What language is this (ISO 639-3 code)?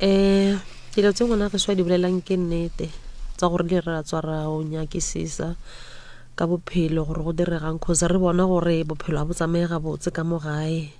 nso